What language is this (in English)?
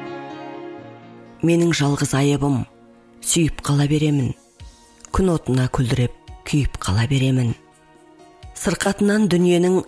Kazakh